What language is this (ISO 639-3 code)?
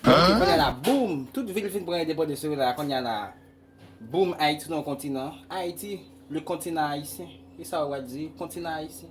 hat